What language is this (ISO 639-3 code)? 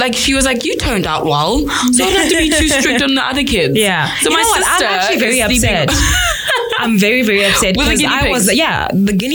eng